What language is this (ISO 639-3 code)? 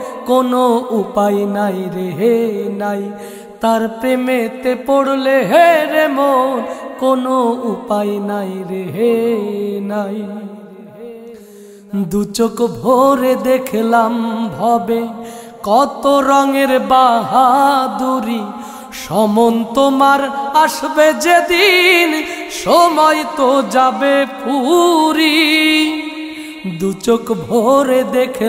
ben